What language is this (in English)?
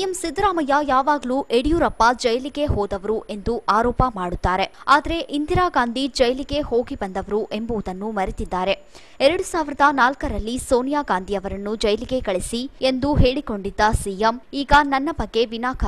Kannada